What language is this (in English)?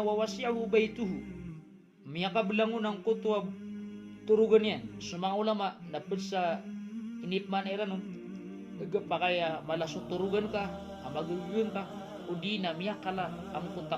Maranao